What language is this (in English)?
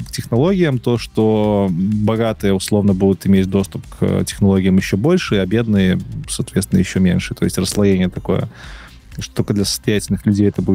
Russian